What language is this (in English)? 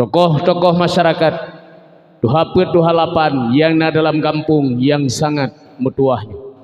Achinese